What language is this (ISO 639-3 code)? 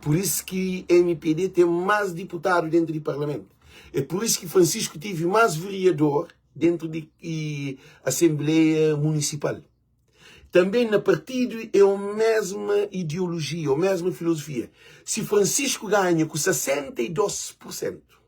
kea